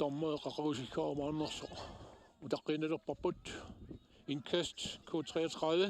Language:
Kalaallisut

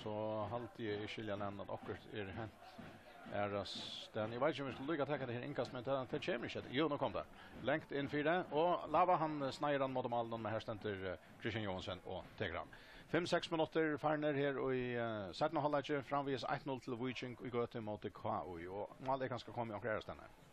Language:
Faroese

